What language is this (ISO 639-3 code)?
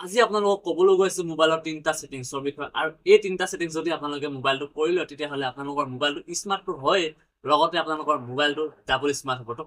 asm